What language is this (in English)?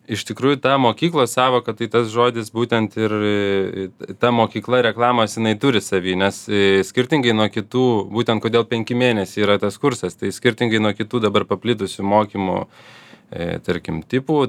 Lithuanian